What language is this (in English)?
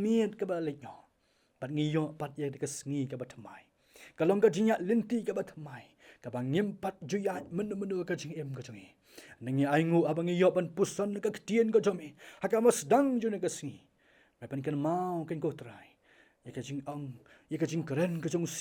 Khasi